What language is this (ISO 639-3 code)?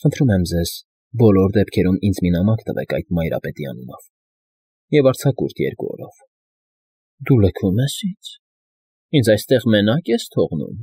hye